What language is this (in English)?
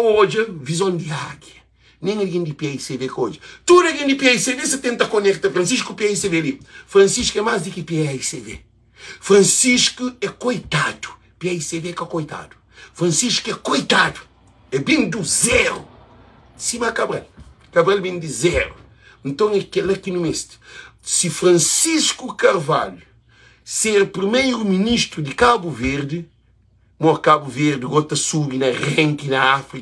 Kabuverdianu